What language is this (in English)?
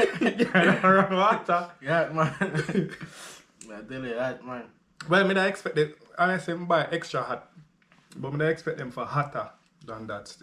Jamaican Creole English